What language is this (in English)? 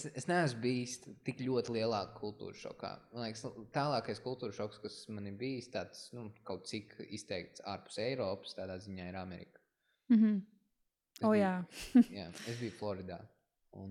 Latvian